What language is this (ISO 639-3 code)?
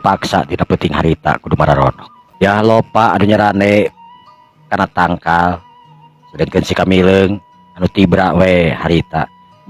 sun